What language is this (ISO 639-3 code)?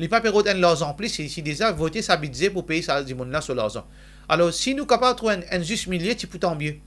mfe